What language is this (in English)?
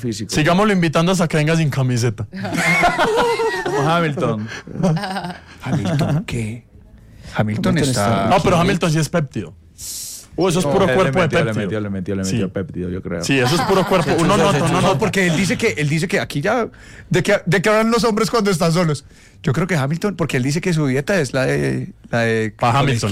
Spanish